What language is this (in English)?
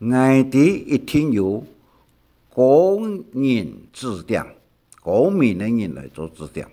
Hakka Chinese